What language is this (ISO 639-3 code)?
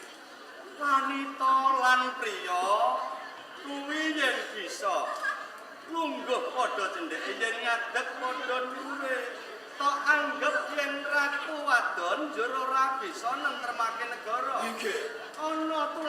jav